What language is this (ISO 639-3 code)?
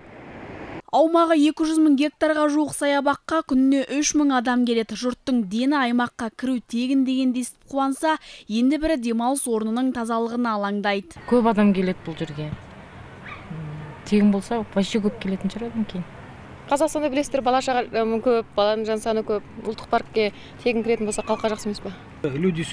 kaz